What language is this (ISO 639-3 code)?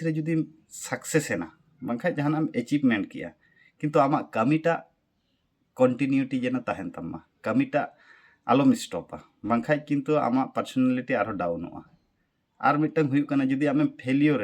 sat